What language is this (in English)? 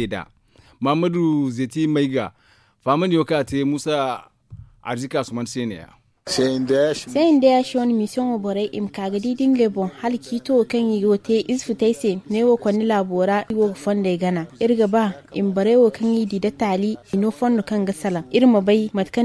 Zarma